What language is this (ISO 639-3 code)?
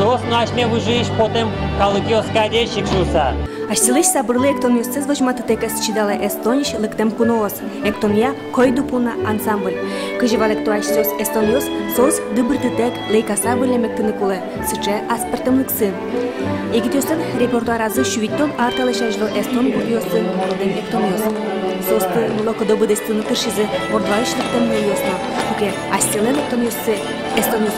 udm